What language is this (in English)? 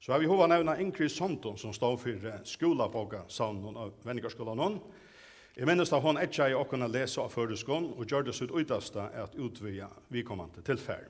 Faroese